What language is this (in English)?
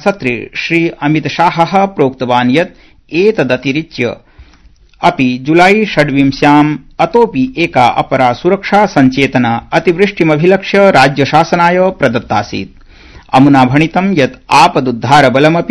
Sanskrit